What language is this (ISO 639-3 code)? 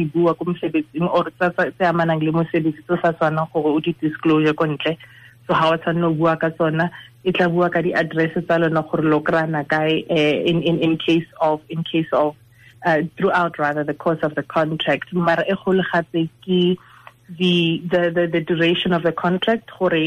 tsn